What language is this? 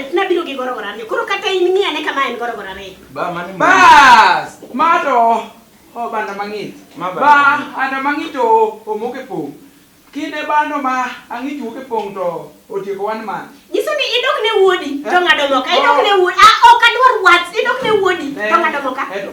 Luo (Kenya and Tanzania)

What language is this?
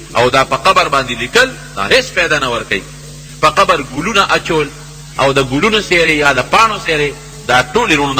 Pashto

